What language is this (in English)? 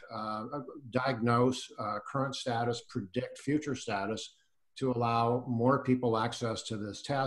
English